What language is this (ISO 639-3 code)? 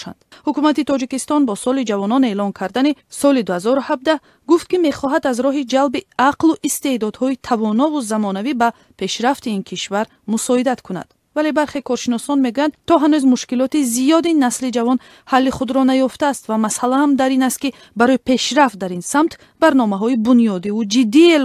tgk